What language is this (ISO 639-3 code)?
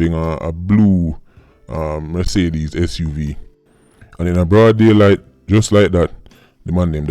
jam